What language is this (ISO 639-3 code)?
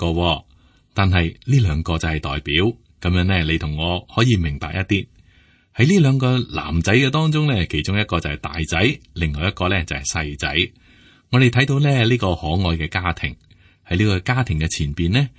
yue